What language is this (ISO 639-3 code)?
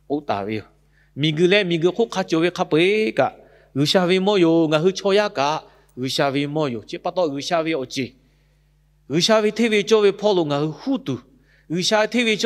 lhu